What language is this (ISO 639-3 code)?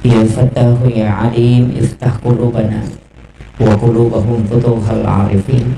bug